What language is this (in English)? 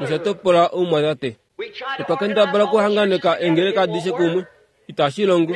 Kuanyama